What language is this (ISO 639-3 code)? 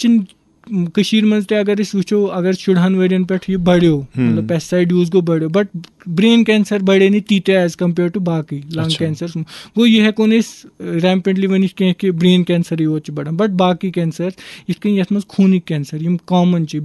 kas